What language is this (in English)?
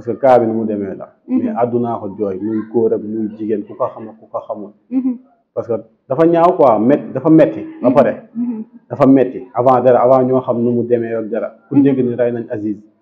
Wolof